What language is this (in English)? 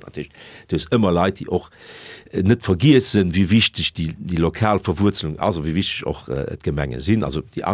Luxembourgish